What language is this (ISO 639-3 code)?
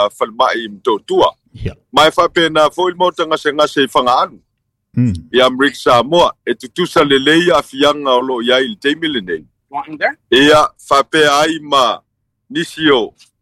smo